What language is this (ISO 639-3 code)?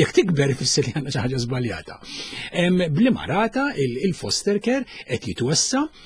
mlt